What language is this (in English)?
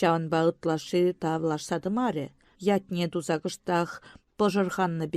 Chuvash